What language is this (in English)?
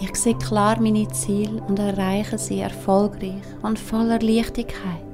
Swiss German